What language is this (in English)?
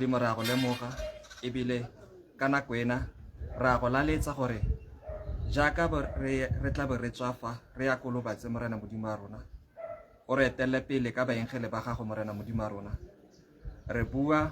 Tswana